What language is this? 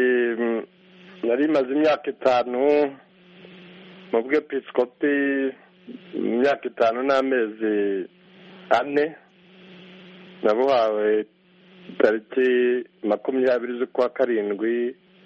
Kinyarwanda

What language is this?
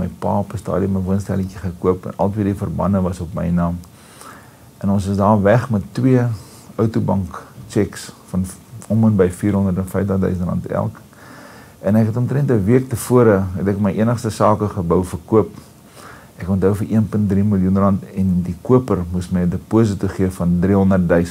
Afrikaans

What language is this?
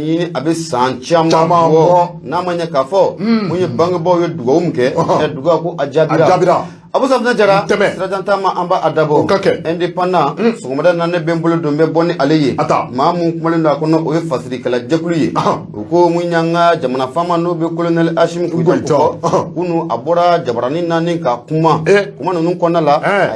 Bambara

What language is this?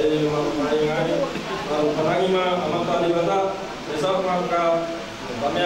Batak Toba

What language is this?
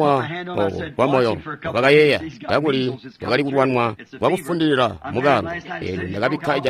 Tonga (Zambia)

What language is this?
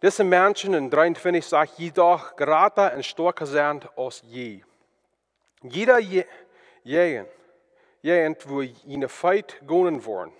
Plautdietsch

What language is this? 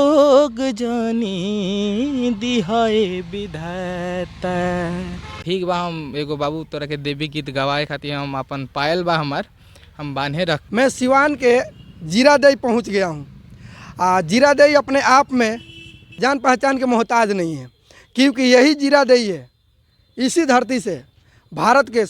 Bhojpuri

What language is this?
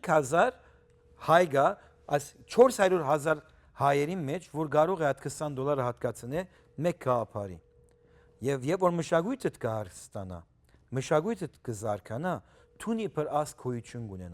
Western Armenian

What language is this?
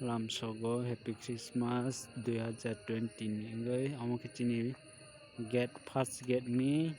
Kok Borok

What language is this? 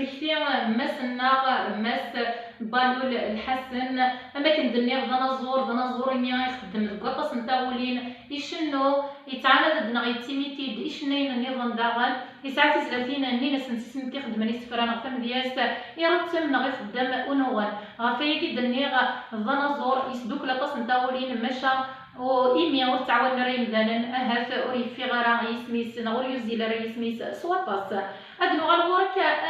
Kabyle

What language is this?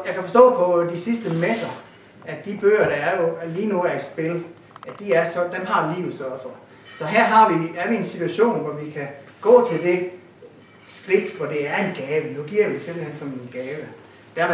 Danish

